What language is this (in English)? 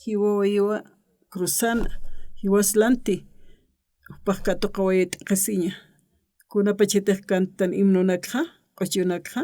Aymara